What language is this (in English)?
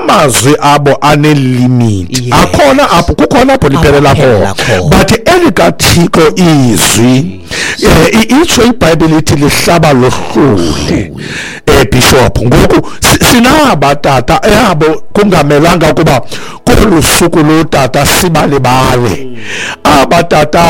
Xhosa